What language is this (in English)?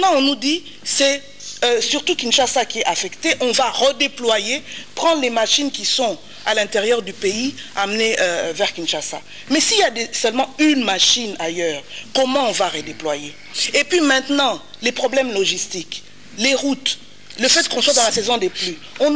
French